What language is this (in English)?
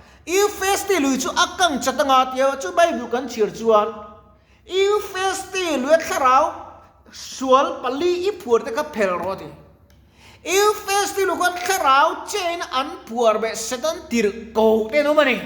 Mizo